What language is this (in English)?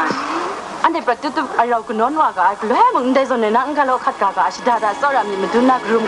Kachin